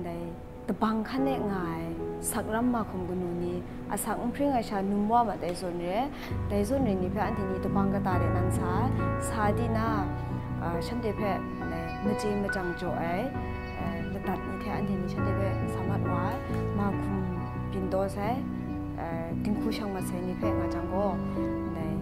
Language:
Kachin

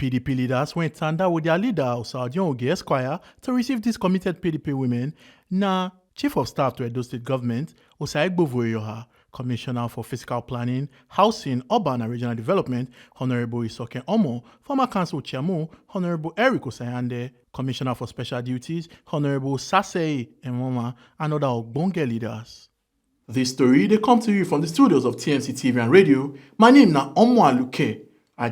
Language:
Nigerian Pidgin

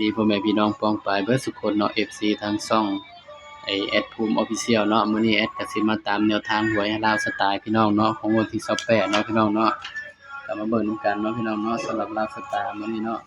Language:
Northeastern Thai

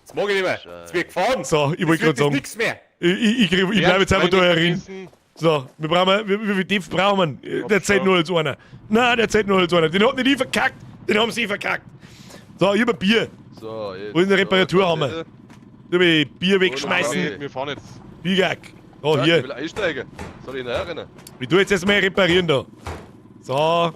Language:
Bavarian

